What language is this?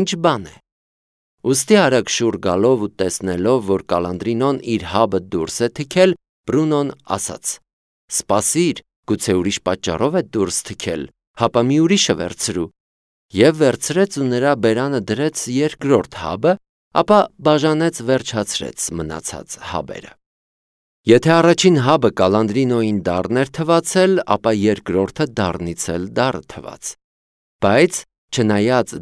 Armenian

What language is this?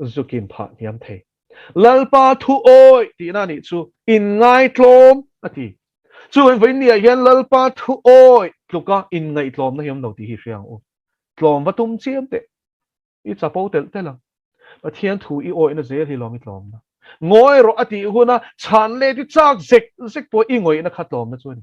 Mizo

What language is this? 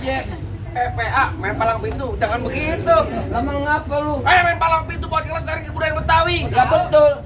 Betawi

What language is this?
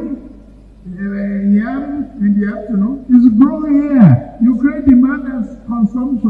Nigerian Pidgin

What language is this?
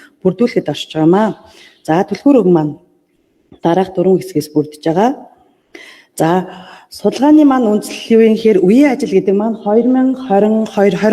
Mongolian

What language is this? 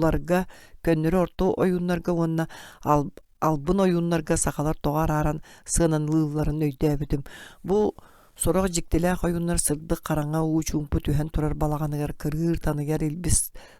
Yakut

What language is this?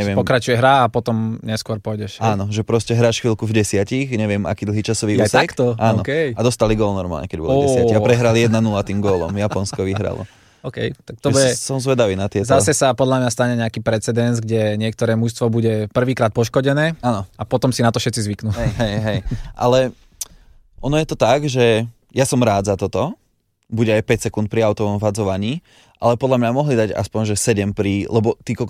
Slovak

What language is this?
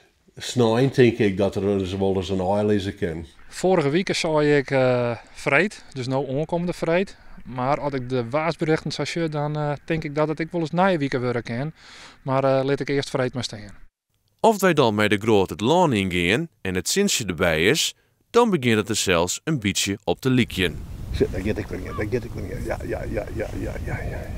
Western Frisian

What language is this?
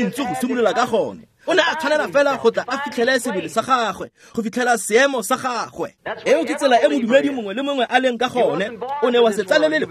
Tswana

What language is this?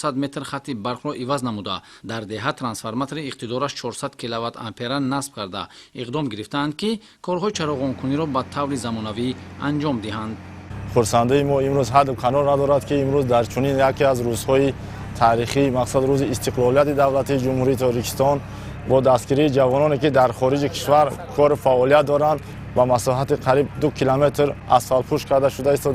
Tajik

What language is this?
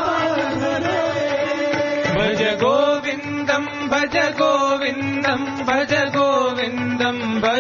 Hindi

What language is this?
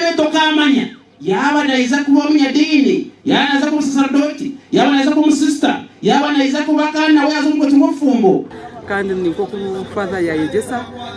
Nyankole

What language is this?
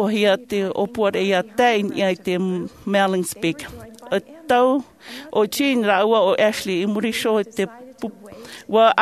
Tahitian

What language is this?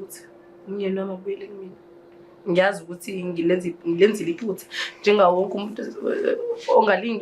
Zulu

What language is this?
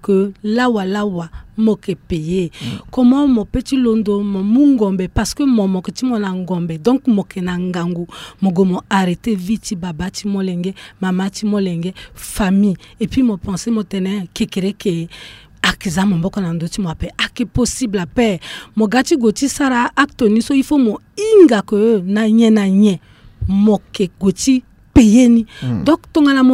Sango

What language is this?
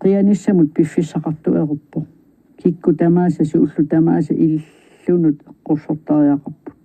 Kalaallisut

